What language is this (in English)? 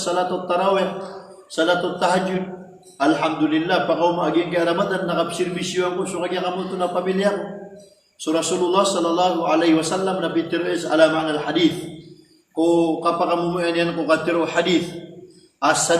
Maranao